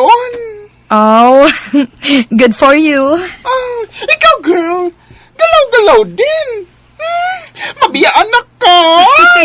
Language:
Cebuano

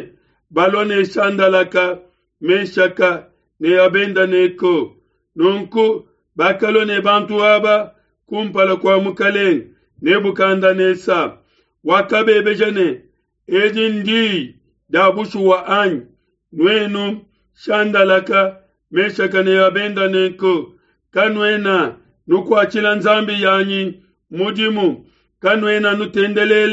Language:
Luba-Lulua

